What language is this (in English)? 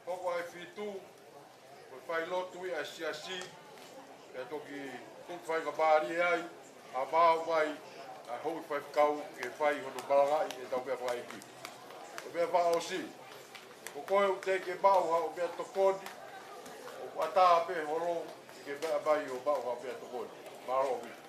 Tongan